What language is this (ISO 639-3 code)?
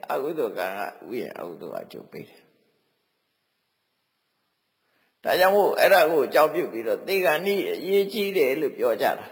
mya